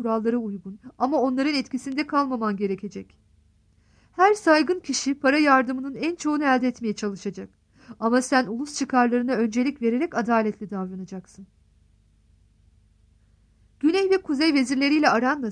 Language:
Turkish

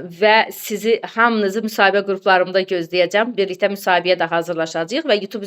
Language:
Azerbaijani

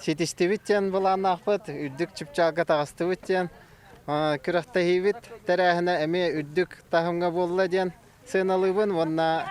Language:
Yakut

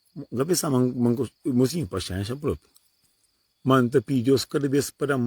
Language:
Kabuverdianu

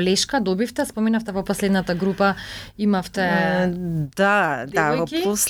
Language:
Macedonian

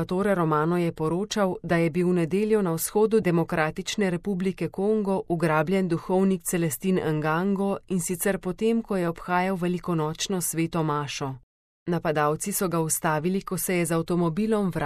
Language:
Slovenian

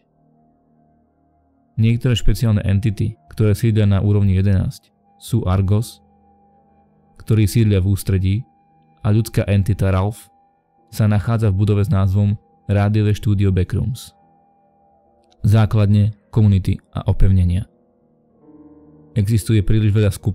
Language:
Slovak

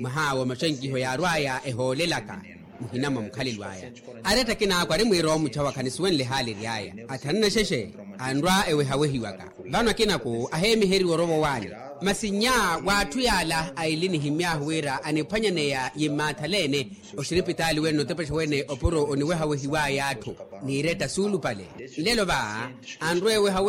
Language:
Makhuwa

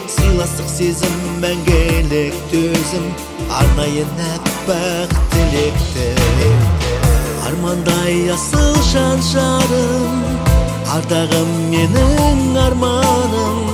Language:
Kazakh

